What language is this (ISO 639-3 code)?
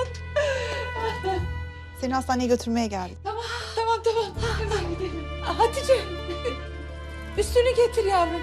tur